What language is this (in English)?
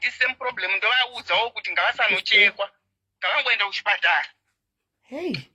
Shona